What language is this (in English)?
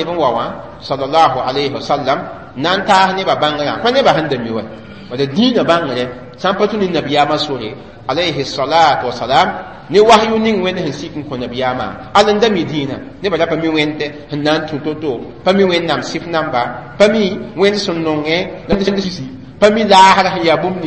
Mossi